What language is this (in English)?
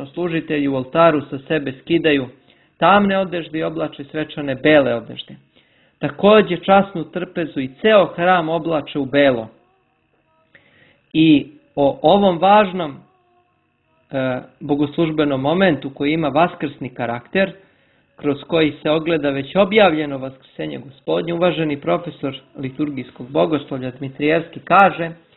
Serbian